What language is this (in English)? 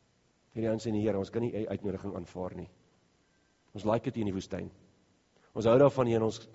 Afrikaans